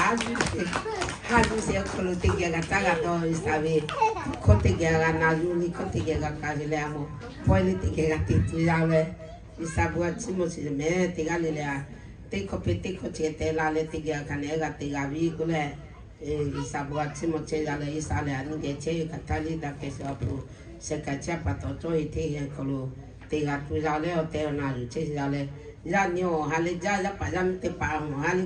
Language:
Lahu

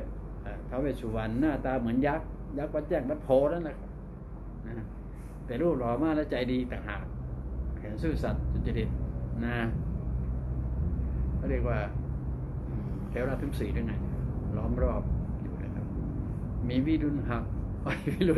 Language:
Thai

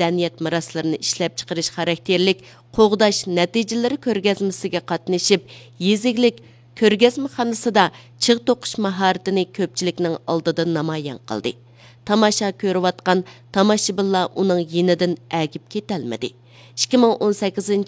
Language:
Uyghur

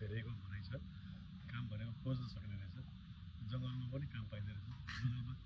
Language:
Nepali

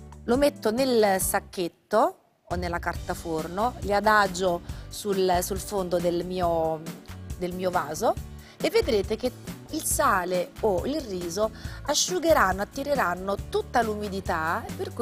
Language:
Italian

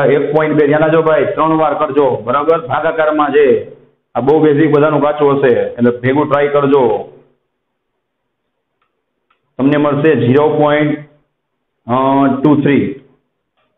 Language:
Gujarati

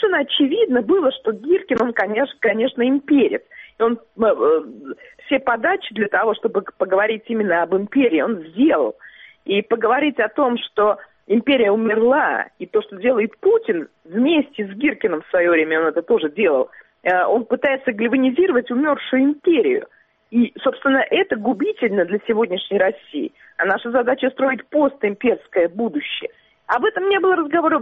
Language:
Russian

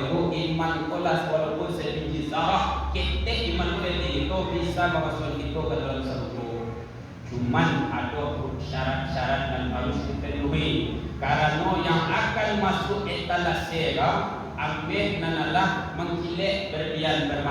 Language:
Minangkabau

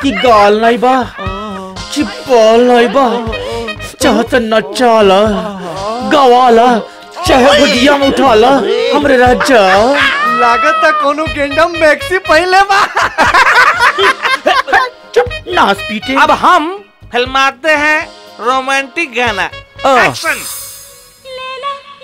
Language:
Bhojpuri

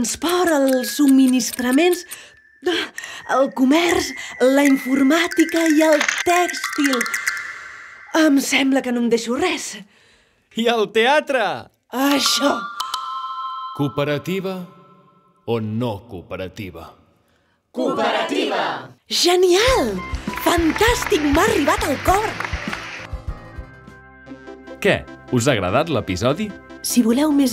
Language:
Catalan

